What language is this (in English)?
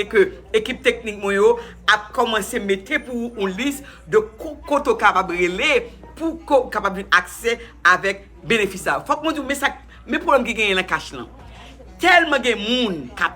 Haitian Creole